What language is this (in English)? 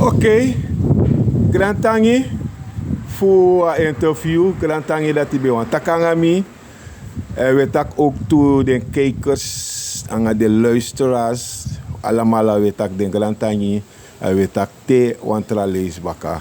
Sranan Tongo